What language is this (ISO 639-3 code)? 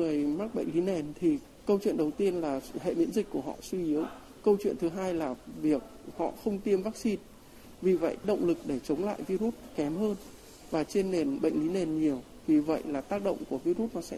vie